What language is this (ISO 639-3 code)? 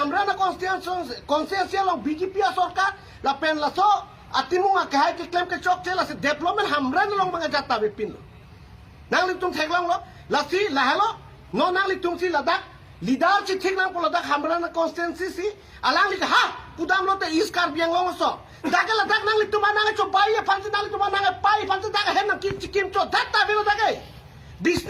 mjw